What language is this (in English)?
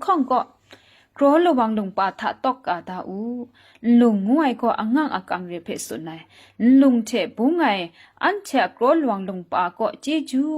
Kachin